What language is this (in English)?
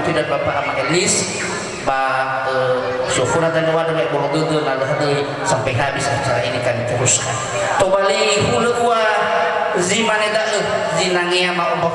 Nias